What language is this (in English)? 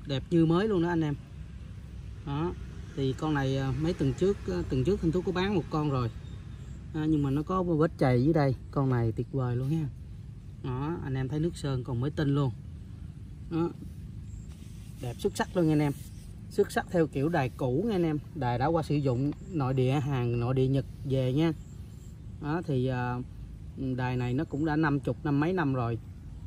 Vietnamese